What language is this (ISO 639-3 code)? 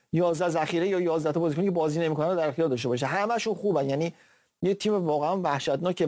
fas